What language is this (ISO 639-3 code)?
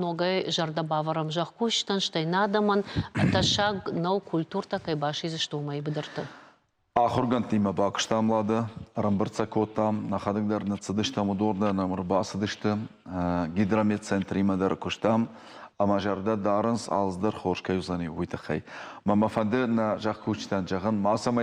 oss